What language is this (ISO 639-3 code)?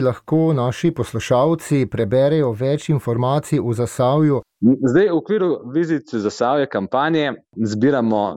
slv